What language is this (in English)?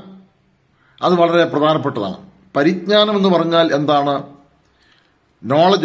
Malayalam